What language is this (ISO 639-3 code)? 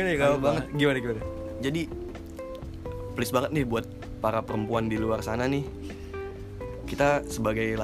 ind